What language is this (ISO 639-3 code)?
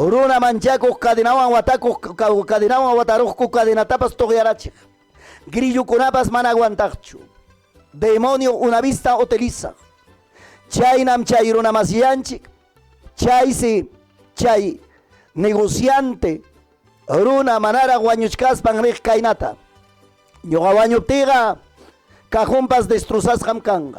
quy